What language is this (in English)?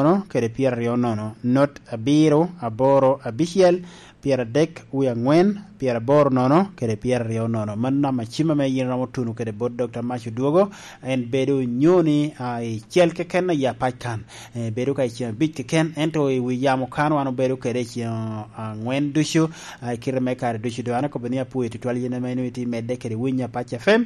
Lango (Uganda)